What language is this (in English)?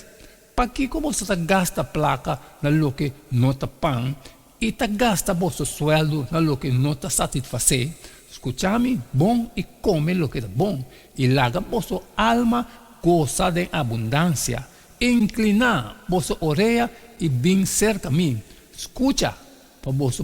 Papiamento